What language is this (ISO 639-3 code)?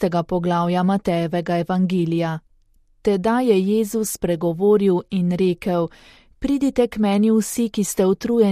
slv